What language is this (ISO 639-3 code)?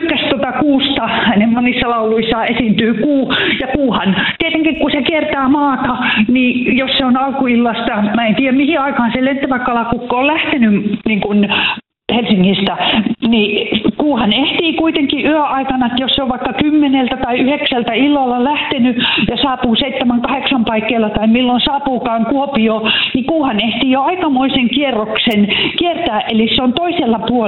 fin